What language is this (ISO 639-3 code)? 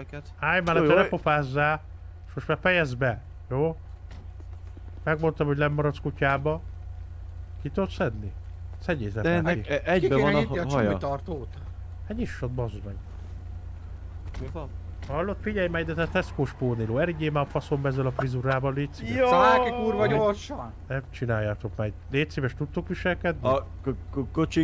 hun